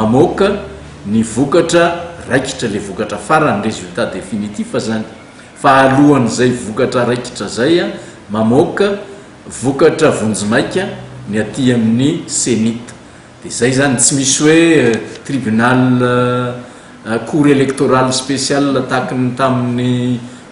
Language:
Malagasy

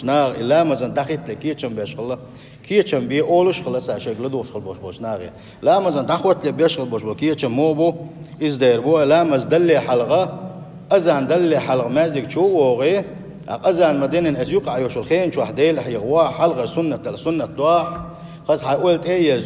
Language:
Chechen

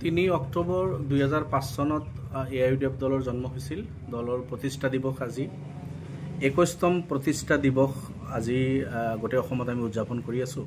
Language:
Assamese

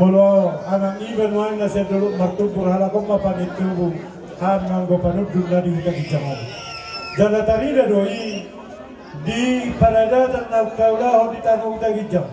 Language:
Batak Toba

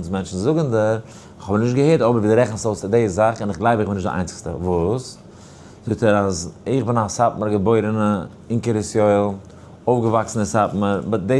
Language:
Yiddish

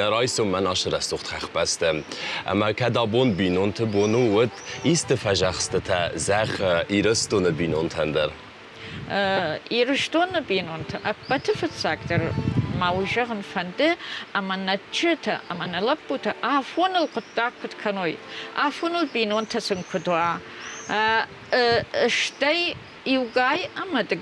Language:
Ossetic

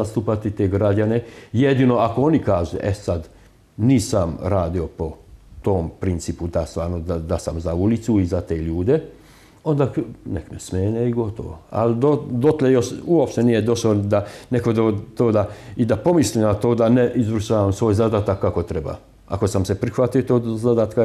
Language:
Serbian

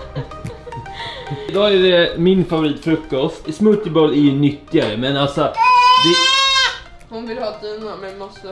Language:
Swedish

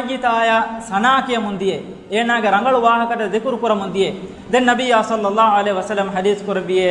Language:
Divehi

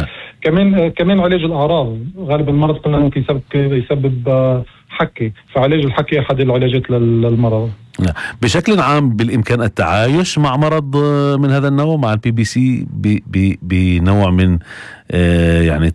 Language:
North Levantine Arabic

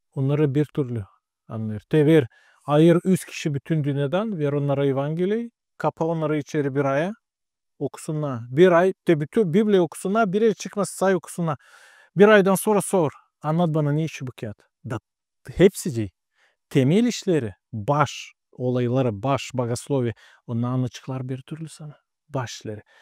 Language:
Gagauz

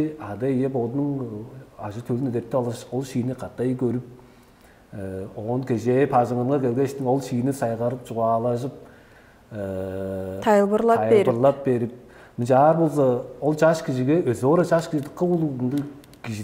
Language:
Tuvinian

